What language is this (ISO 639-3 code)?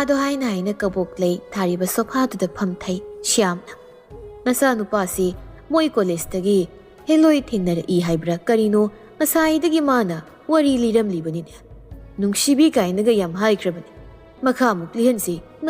mni